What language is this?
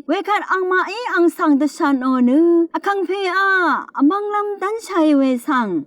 Rawang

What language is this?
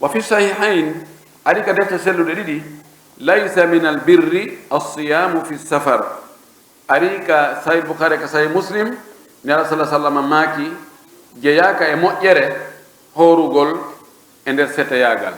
Pular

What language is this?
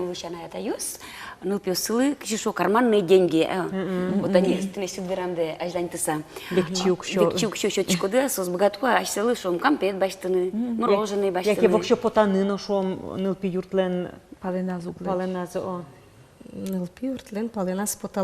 Udmurt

